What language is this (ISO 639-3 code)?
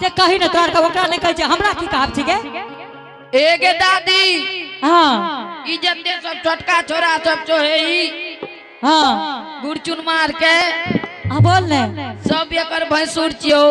anp